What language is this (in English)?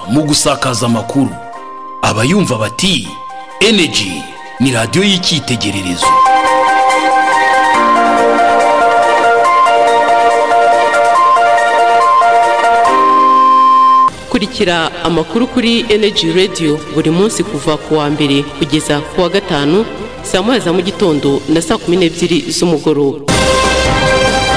Kinyarwanda